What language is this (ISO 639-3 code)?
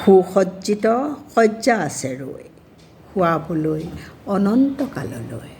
asm